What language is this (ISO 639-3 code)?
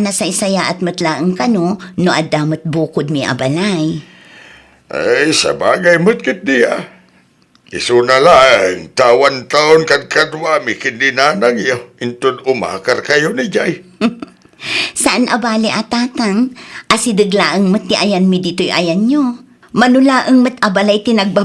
ilo